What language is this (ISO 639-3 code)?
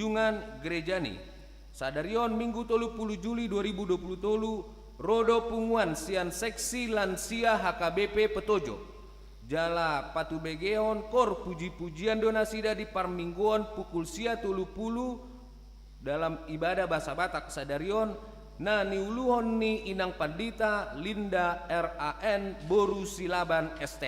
bbc